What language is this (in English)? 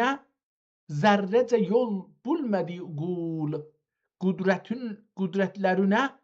South Azerbaijani